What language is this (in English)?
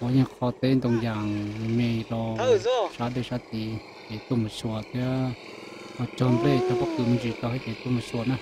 Hmong